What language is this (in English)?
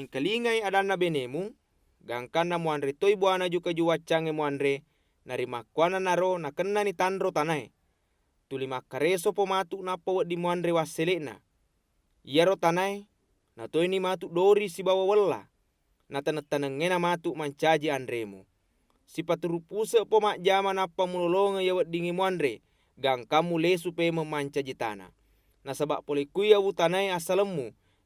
Buginese